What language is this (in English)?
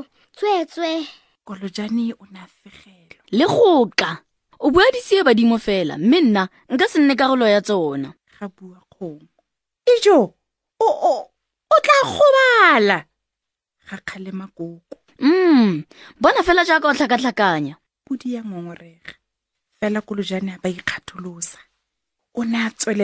Tswana